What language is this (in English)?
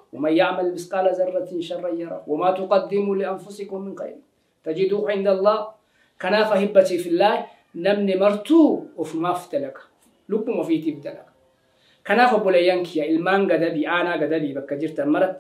Oromo